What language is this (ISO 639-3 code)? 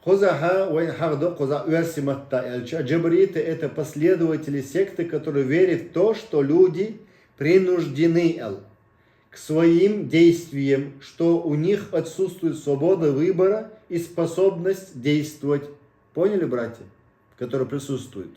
che